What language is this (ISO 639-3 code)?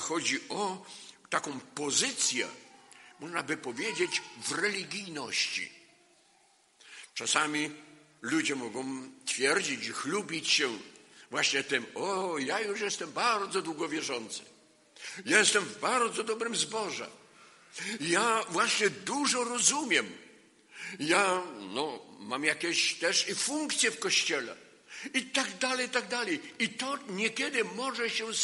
pol